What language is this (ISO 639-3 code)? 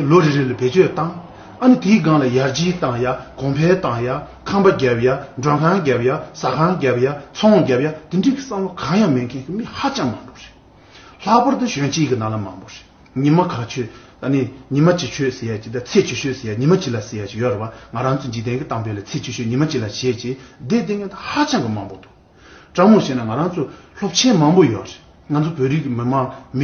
bod